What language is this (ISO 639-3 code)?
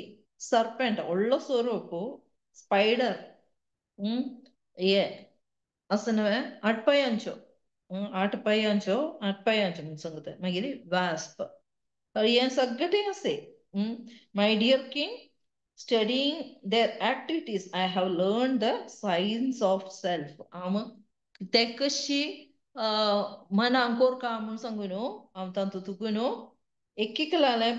kok